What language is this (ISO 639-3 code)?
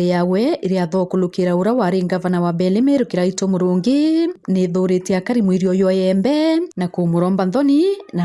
mer